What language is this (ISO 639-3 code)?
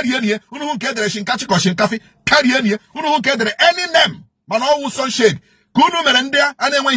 ibo